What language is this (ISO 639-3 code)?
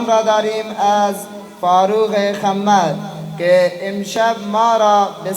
fas